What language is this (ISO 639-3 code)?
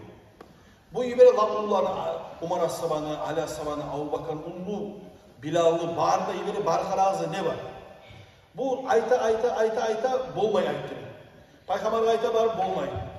kum